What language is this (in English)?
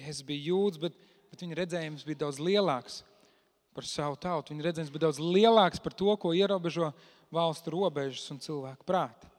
Latvian